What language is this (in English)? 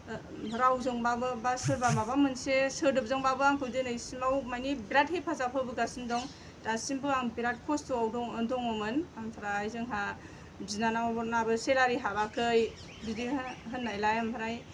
Bodo